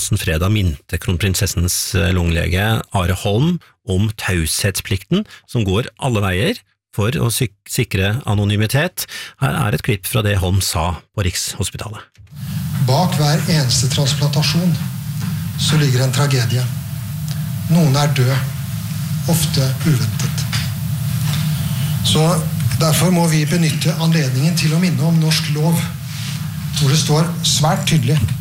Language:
Norwegian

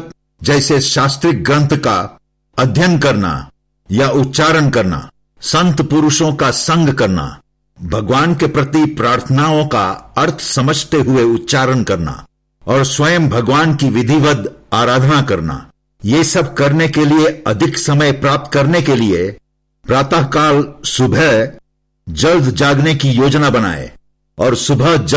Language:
Hindi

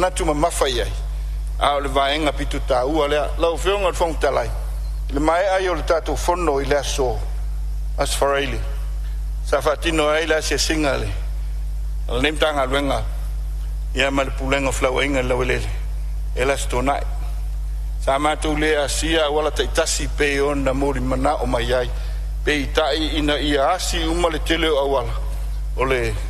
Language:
Samoan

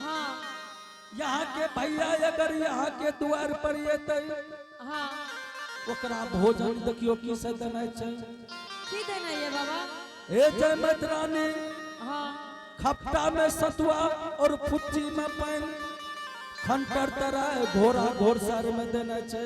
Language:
Angika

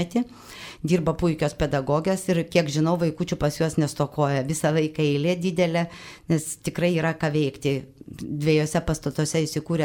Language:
Lithuanian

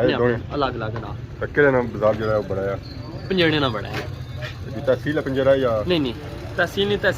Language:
Pahari-Potwari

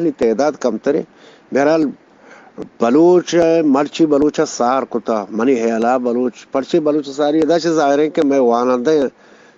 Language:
Eastern Balochi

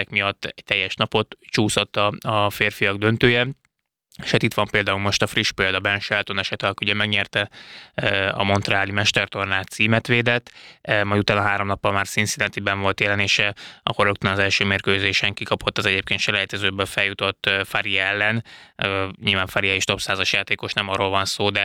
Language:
Hungarian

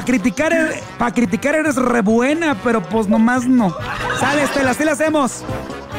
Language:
Spanish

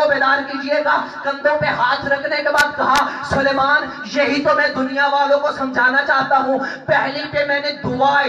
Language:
Urdu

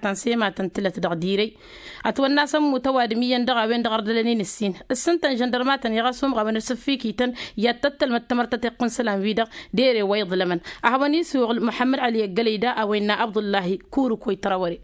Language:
Tamasheq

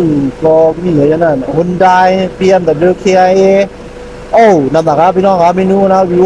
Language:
Shan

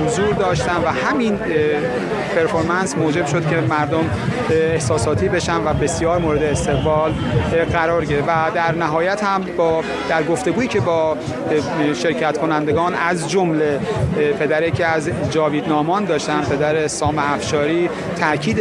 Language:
Persian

